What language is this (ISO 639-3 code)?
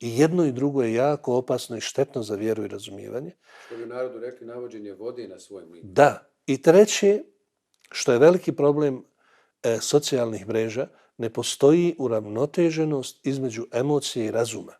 bos